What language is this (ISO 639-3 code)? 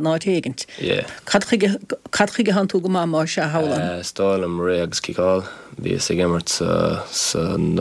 gle